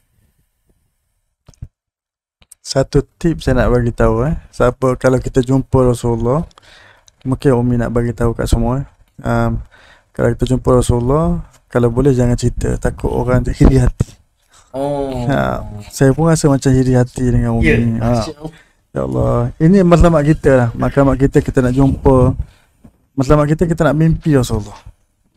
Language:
Malay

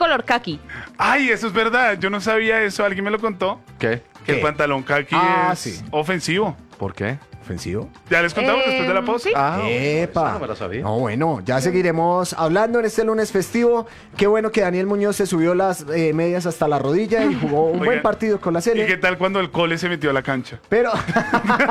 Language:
Spanish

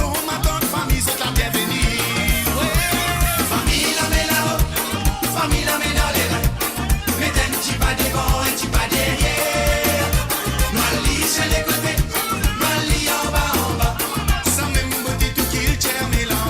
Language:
Morisyen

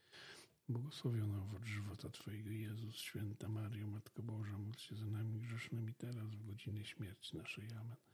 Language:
Polish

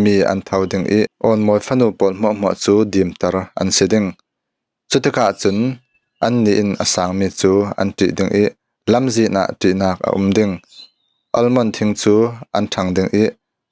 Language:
Falam Chin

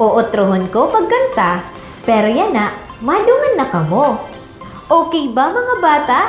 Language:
Waray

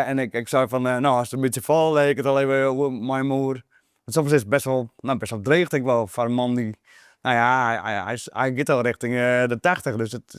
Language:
Western Frisian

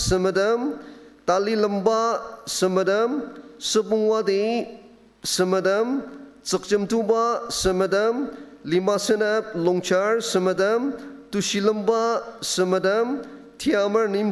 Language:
Ao Naga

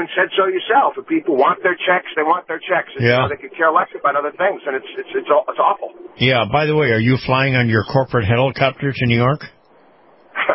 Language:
English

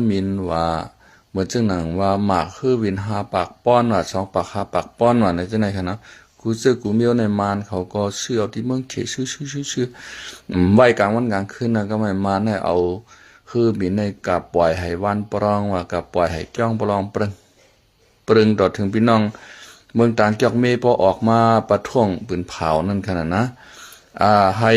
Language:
Shan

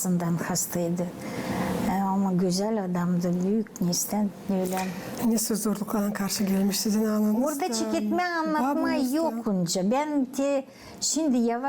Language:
Gagauz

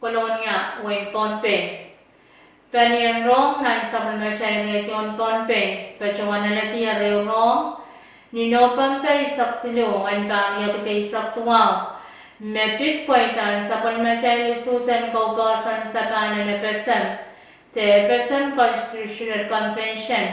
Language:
Pohnpeian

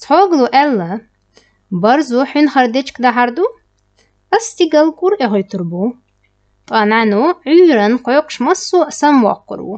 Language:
Chechen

